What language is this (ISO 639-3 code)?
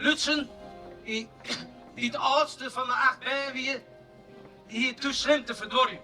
fry